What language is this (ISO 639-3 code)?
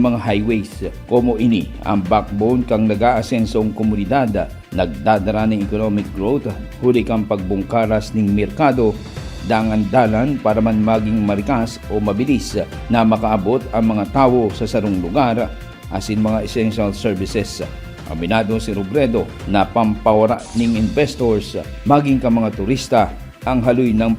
bik